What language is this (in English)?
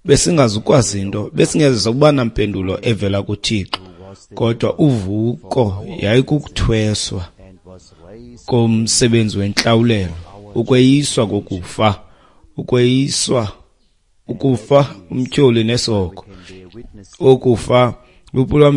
Xhosa